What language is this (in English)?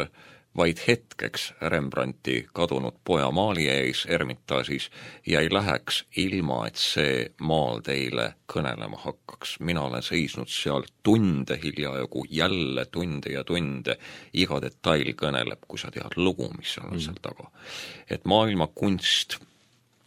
Estonian